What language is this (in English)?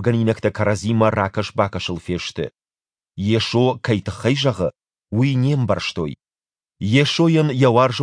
Ossetic